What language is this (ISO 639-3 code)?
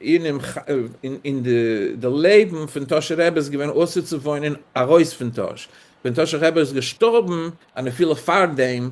yid